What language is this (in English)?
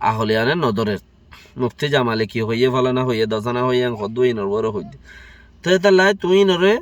Rohingya